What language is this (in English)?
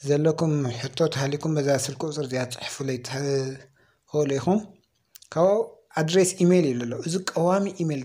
Tigrinya